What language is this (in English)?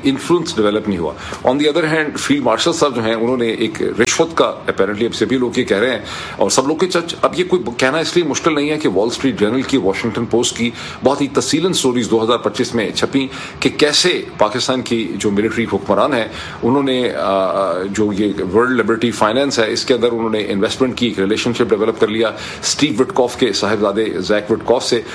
Urdu